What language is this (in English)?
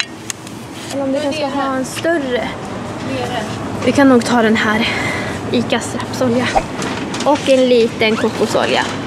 Swedish